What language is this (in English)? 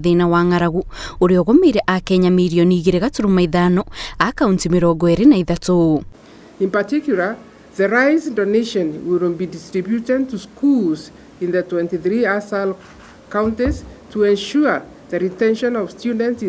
Kikuyu